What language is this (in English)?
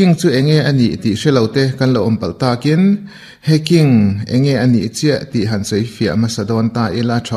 Mizo